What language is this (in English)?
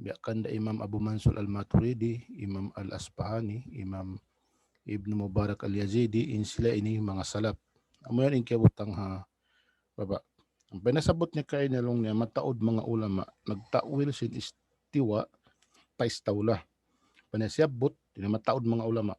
Tausug